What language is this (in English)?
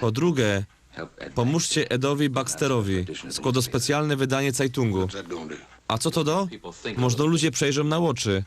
Silesian